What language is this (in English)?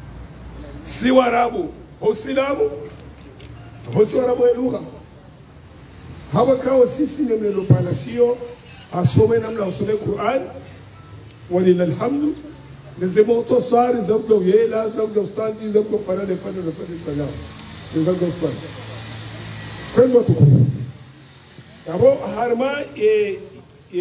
Swahili